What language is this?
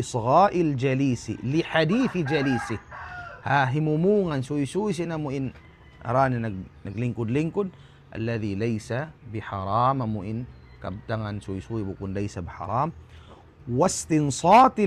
Tausug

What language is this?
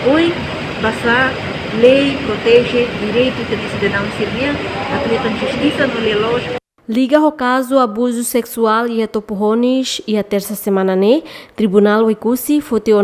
Tetum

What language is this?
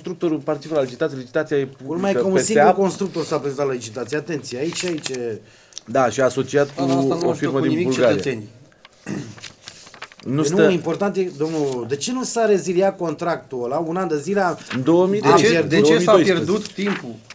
Romanian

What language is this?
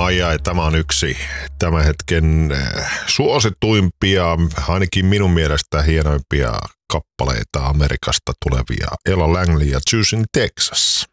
Finnish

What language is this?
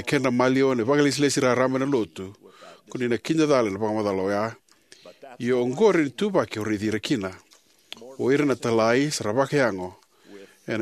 Fijian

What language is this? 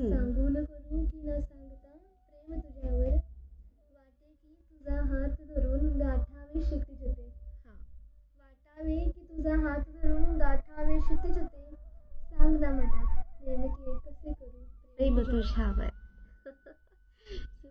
Marathi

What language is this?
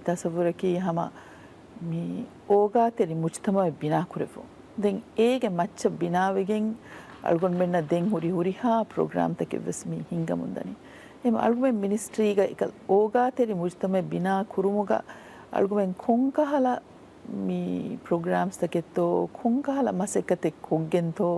Divehi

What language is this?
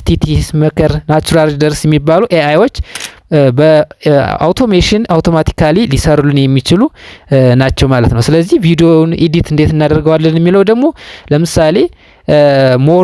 Amharic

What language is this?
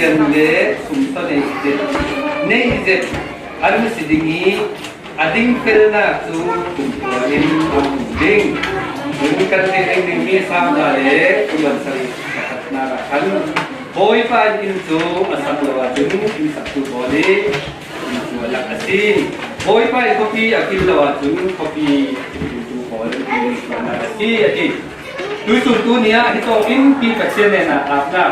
Falam Chin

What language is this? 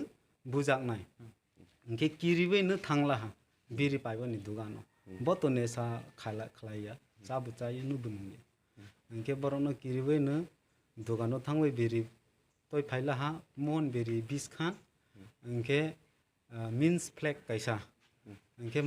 Kok Borok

